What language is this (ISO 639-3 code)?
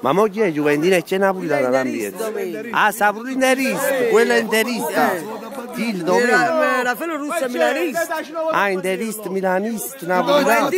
nap